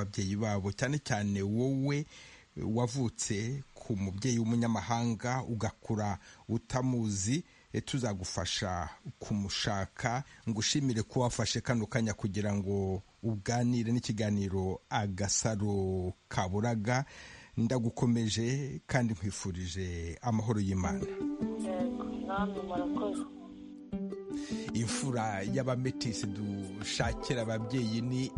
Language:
Kinyarwanda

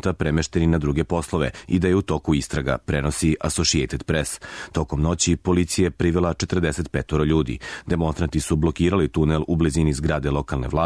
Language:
Serbian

